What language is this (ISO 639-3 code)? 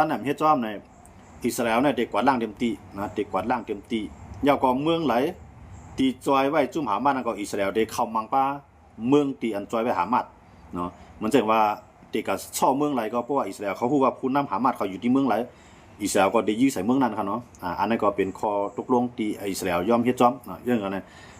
shn